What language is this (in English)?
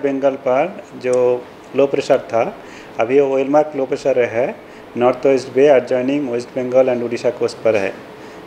Odia